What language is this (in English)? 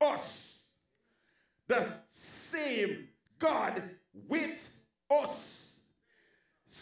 English